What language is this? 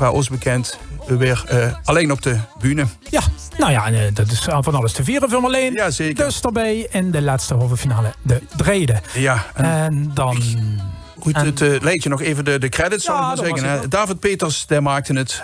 Limburgish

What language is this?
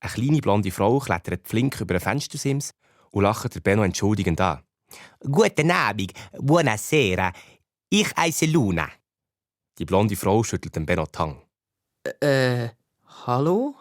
Swiss German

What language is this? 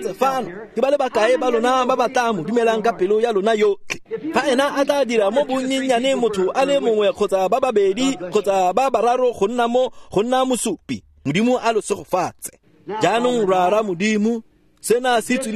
Tswana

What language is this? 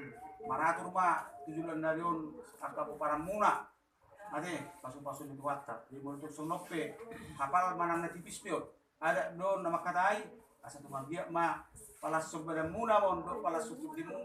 Batak Toba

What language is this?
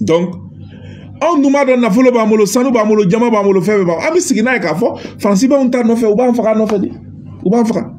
Bambara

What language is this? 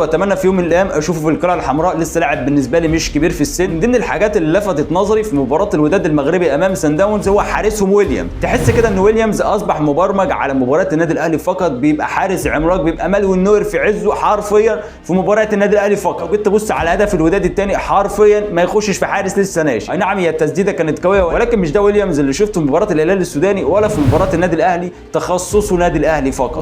Egyptian Arabic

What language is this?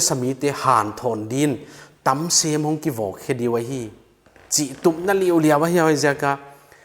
Paite Chin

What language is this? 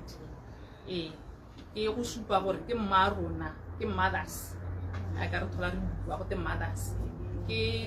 Tswana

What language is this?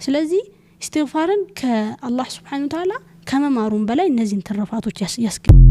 Amharic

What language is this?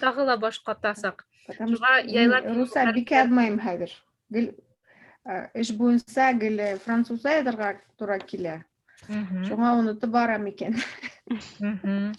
Bashkir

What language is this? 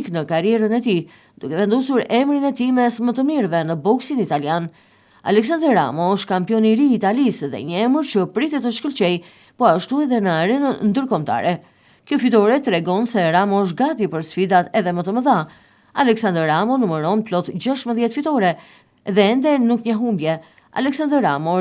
Albanian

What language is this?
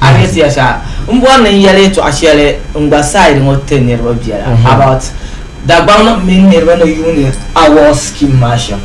Dagbani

